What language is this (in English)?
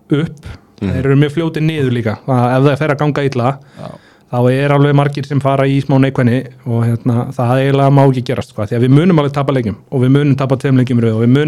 Icelandic